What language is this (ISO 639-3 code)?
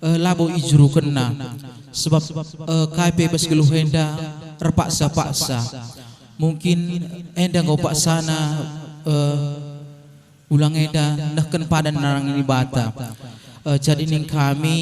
btx